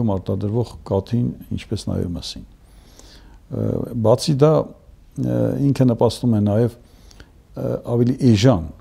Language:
Armenian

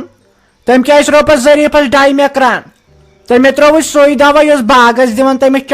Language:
Kashmiri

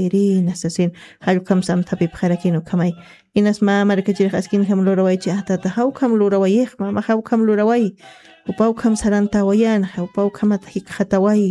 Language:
Aymara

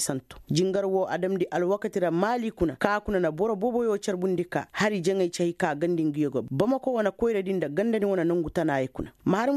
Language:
Koyraboro Senni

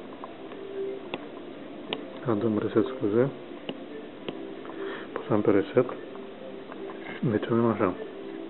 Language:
Romanian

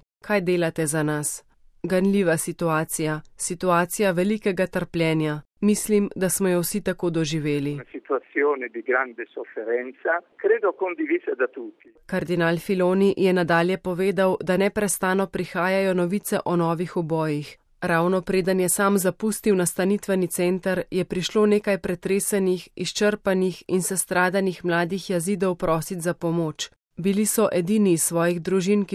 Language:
Slovenian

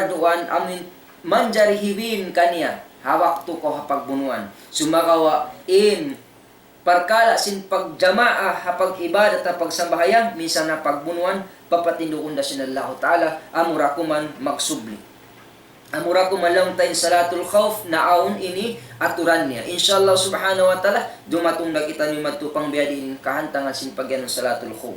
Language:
Tausug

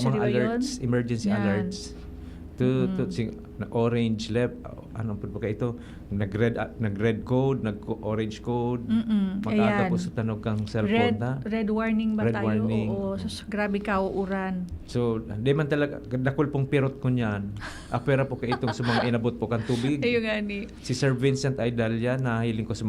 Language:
Bikol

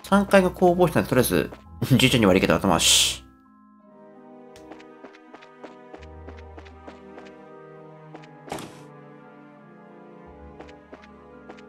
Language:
Japanese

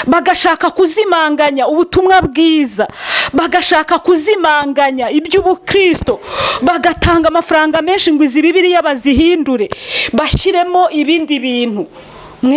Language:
Kinyarwanda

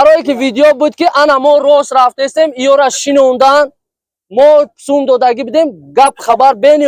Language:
Tajik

